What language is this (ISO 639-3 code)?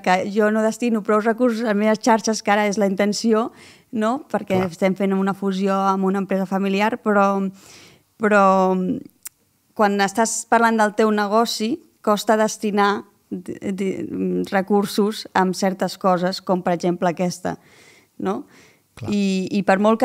cat